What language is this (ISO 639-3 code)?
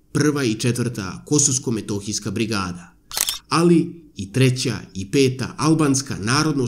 srp